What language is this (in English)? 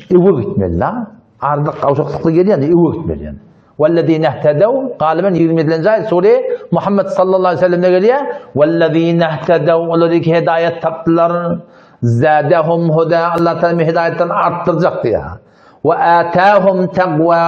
Turkmen